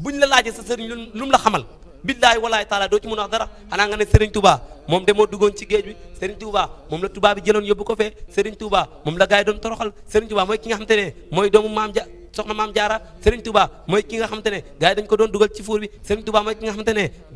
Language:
Wolof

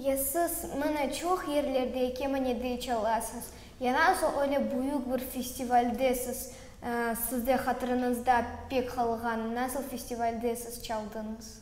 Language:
Crimean Tatar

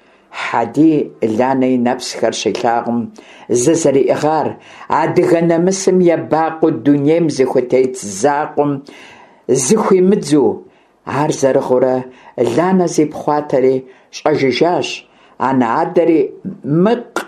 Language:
Kabardian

